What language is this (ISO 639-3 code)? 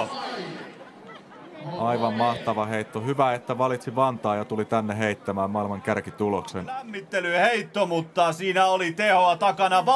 fin